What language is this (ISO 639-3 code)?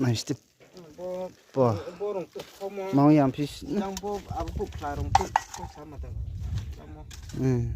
ria